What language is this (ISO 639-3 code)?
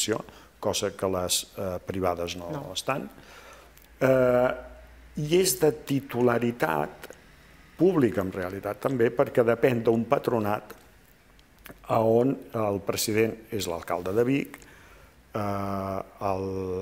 cat